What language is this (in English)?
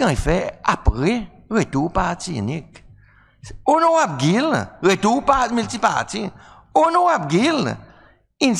Seselwa Creole French